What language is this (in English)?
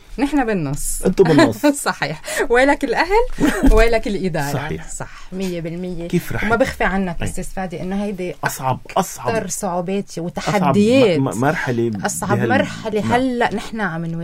North Levantine Arabic